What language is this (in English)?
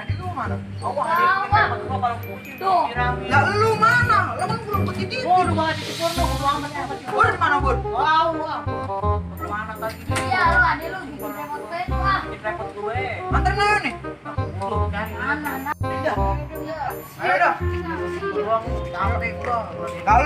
Betawi